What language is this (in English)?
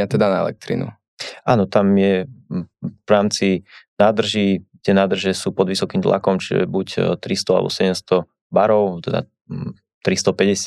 Slovak